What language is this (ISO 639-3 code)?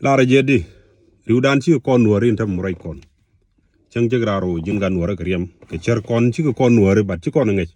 nus